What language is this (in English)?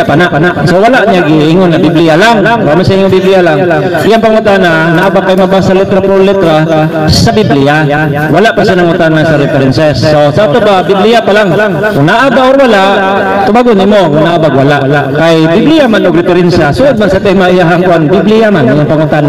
Cebuano